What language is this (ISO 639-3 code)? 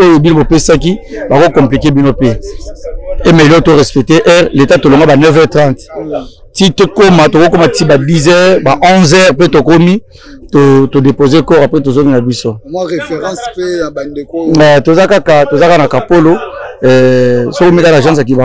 lin